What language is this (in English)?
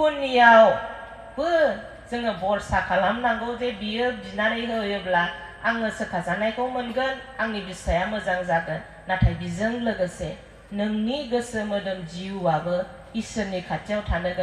Bodo